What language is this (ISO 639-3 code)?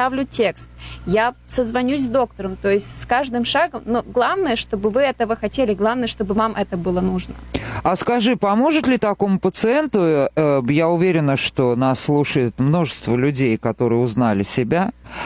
rus